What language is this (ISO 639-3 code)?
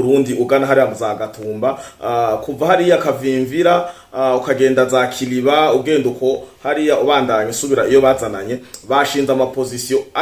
run